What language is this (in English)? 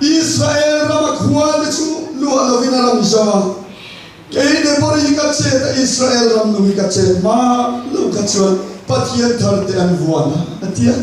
Mizo